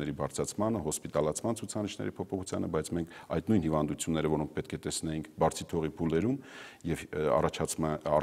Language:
Armenian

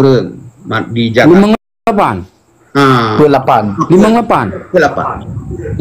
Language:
Achinese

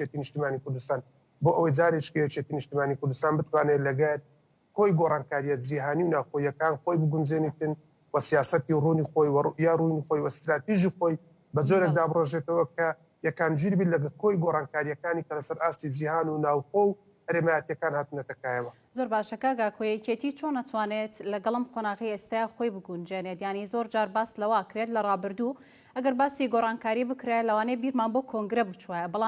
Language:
Central Kurdish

